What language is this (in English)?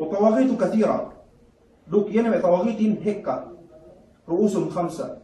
Yakan